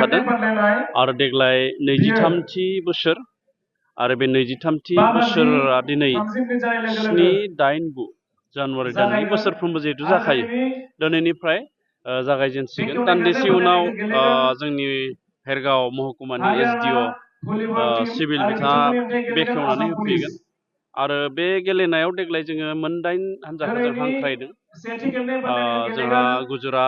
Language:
Bodo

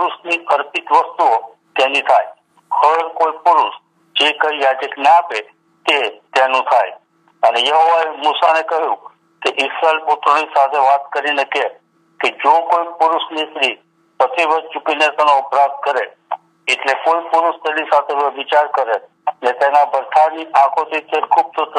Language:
Gujarati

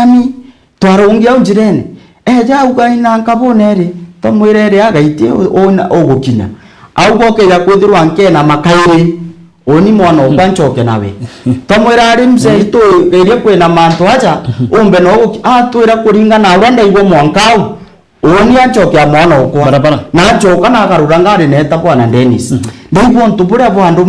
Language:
Meru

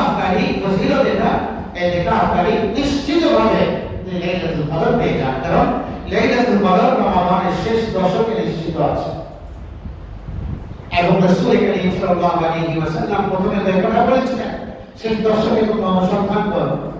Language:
Bangla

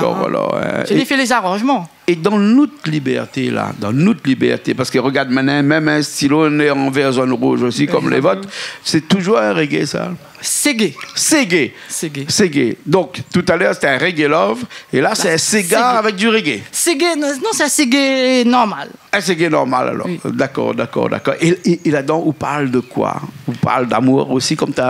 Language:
Réunion Creole French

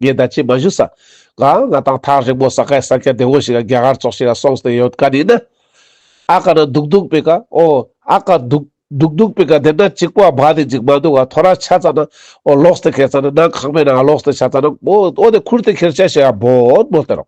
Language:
Ladakhi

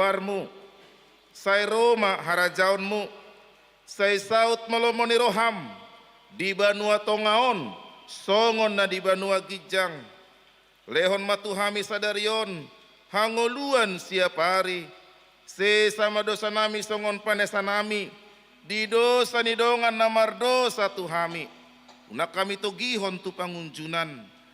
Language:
Batak Toba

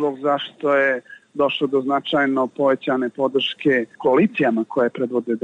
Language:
Serbian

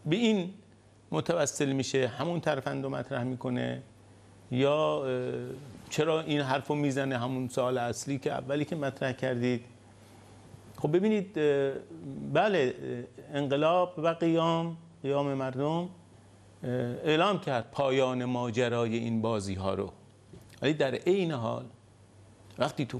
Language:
Persian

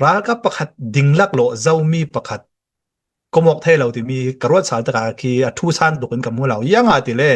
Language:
Hakha Chin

